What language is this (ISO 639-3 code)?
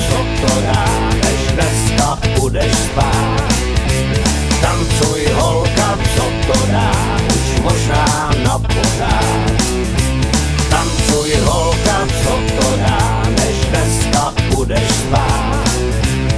ces